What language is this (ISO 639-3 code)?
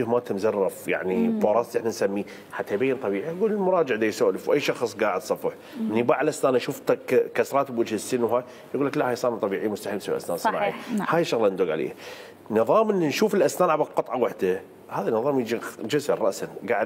acm